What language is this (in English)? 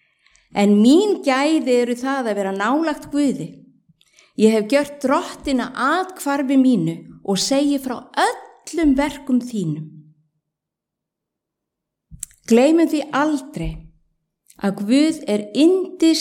Icelandic